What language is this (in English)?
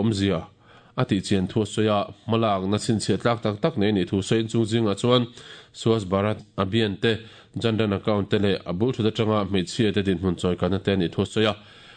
Mizo